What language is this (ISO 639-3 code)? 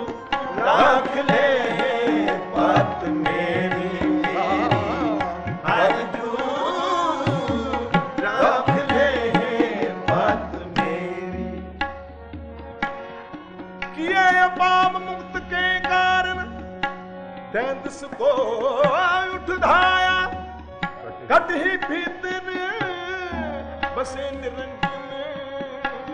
pan